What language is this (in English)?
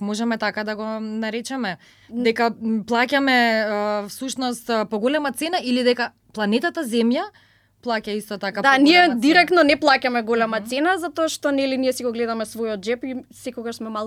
Macedonian